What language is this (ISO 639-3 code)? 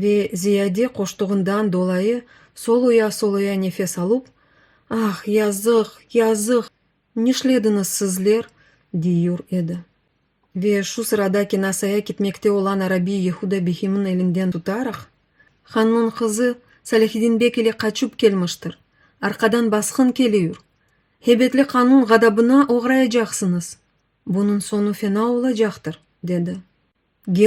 crh